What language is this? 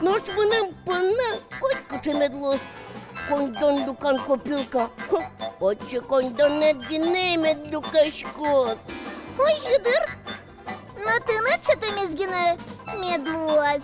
Udmurt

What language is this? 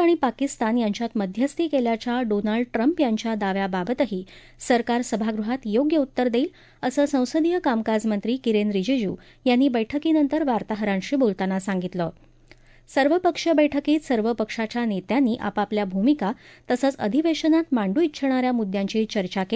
Marathi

